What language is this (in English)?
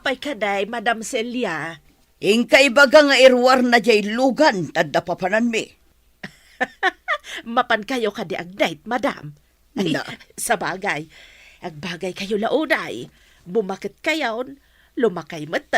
Iloko